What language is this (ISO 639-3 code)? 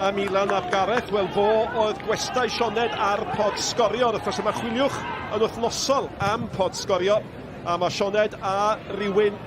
cym